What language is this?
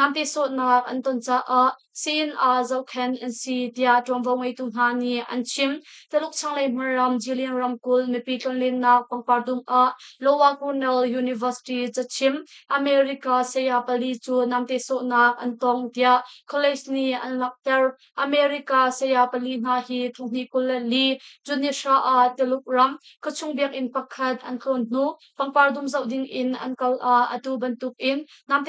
Hakha Chin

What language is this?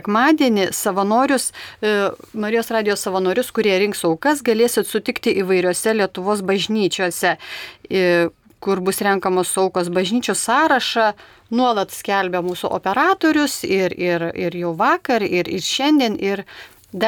Lithuanian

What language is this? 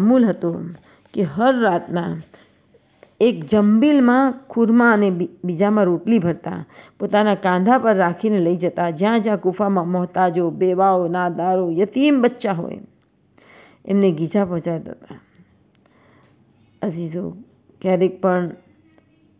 Gujarati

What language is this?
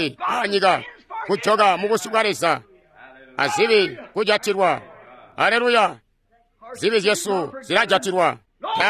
Tonga (Zambia)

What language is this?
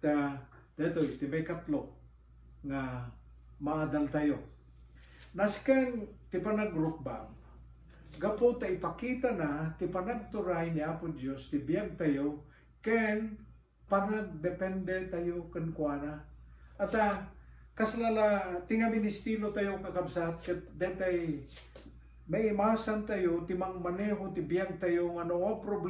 Iloko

